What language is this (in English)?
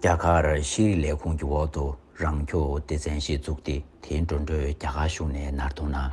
Tibetan